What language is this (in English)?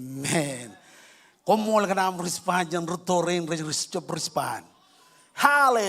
Marshallese